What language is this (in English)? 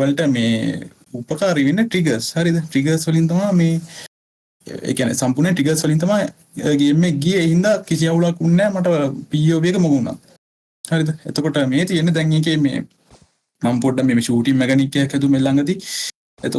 Sinhala